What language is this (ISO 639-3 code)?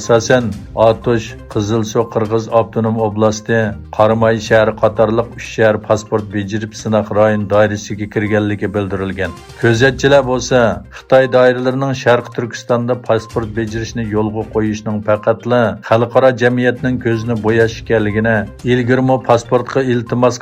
uig